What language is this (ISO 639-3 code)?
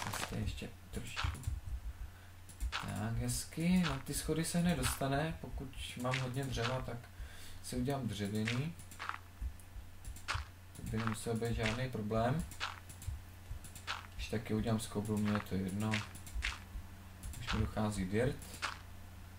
ces